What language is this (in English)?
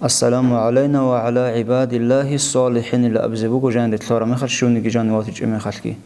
Avaric